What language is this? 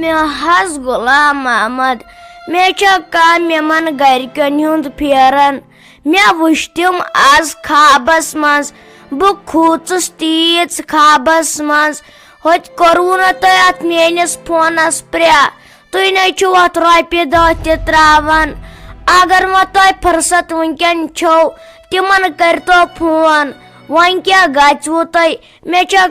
Kashmiri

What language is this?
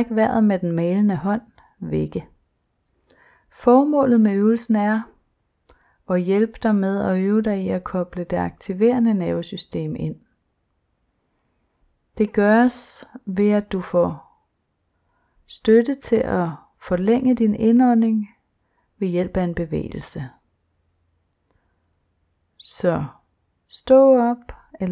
Danish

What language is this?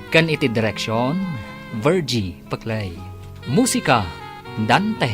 Iloko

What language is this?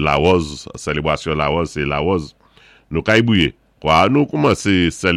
Saint Lucian Creole French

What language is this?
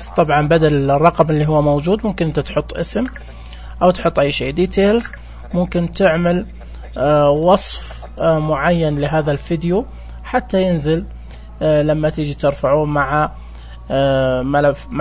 Najdi Arabic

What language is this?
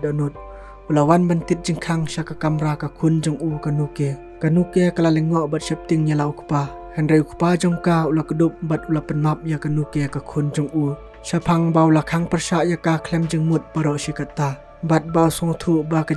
Khasi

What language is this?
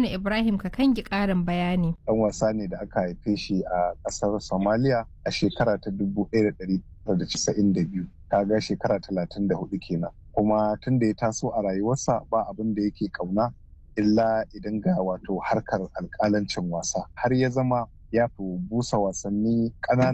Hausa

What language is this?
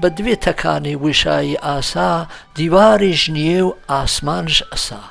Gurani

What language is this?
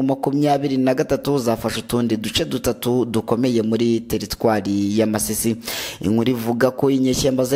Kinyarwanda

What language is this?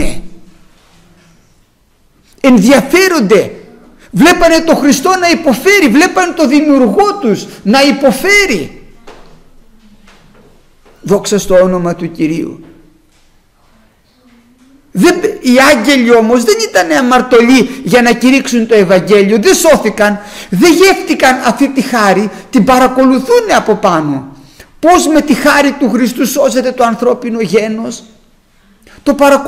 Greek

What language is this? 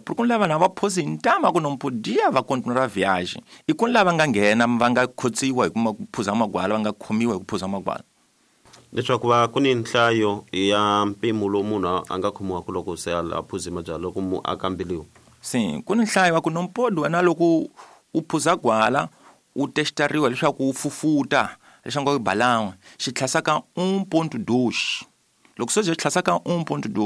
Tsonga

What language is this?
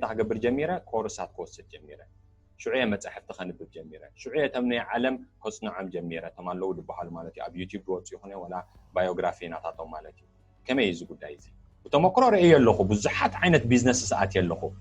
Tigrinya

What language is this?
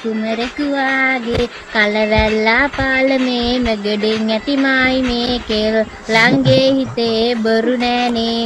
Sinhala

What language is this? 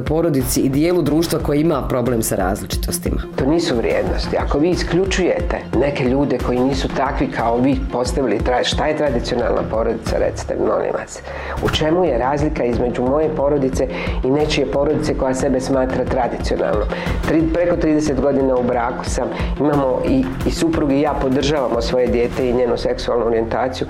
Bosnian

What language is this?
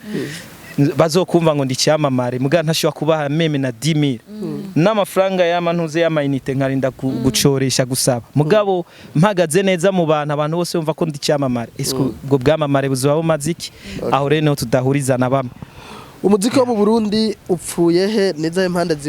Rundi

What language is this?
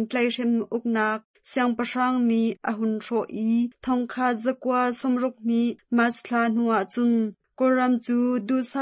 Hakha Chin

